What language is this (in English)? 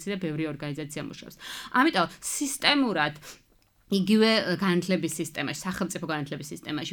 Georgian